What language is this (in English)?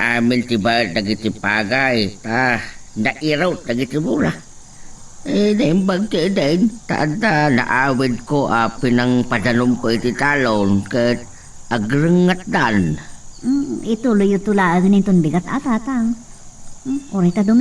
Iloko